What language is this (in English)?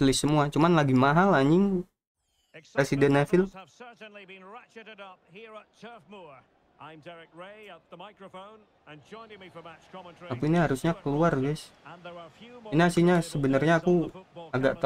Indonesian